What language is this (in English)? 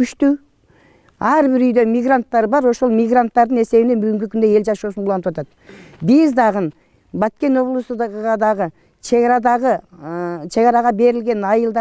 Kyrgyz